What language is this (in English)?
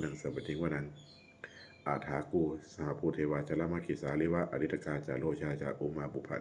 Pali